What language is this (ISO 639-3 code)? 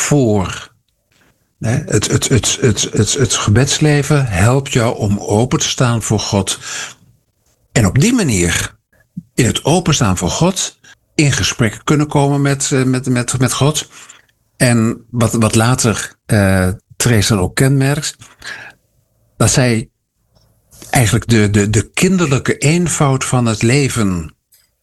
nld